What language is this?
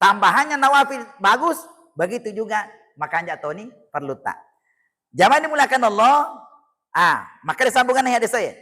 Buginese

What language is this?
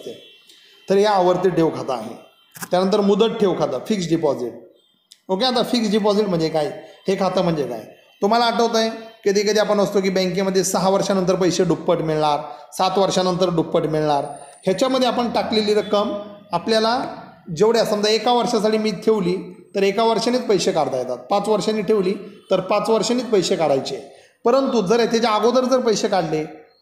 Marathi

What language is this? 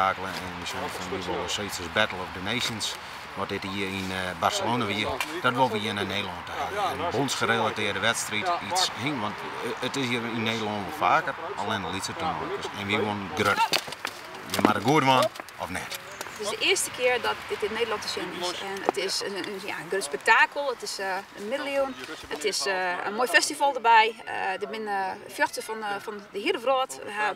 Western Frisian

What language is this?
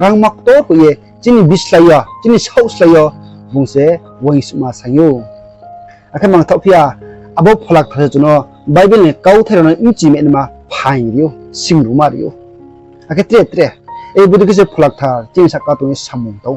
Riang (India)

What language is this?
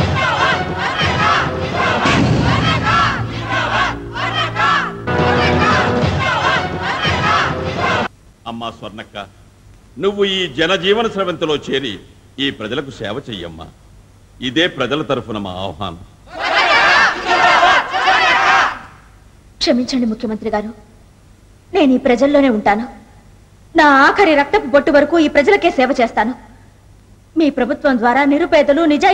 Telugu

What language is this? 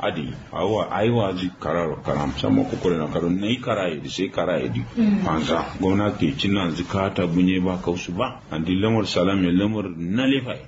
Kanuri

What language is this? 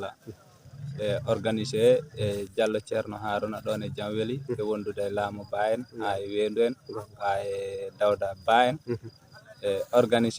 Fula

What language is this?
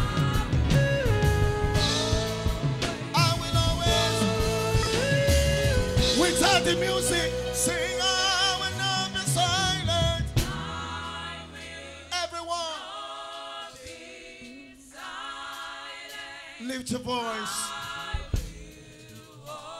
English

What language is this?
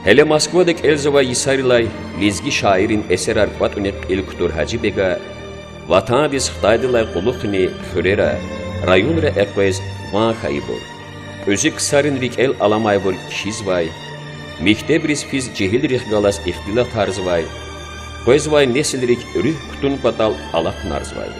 Lezghian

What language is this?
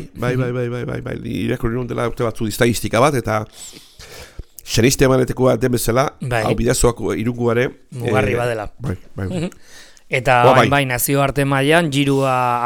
Basque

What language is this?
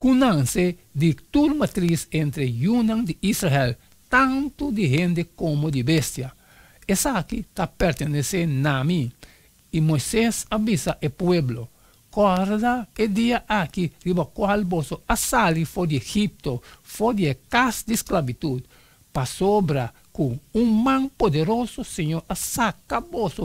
Papiamento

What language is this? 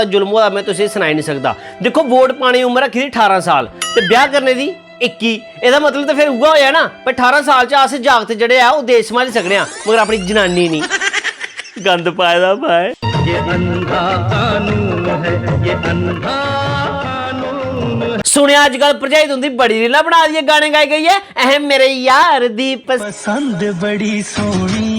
Dogri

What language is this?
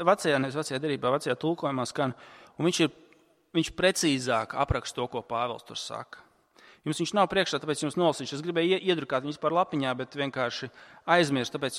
Latvian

